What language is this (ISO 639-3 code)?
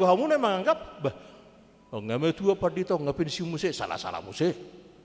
bbc